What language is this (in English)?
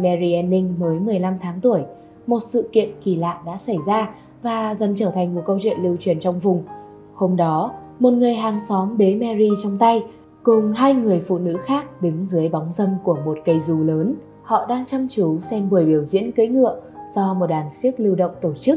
Vietnamese